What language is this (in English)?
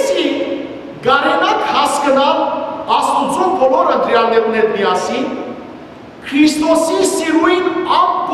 Western Armenian